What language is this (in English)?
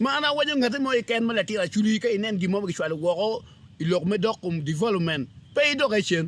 Acoli